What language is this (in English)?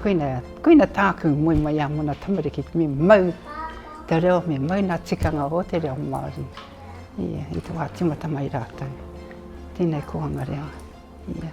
Māori